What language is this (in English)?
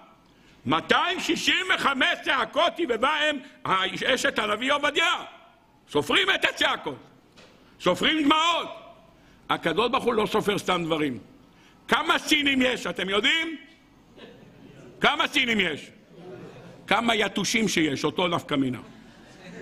Hebrew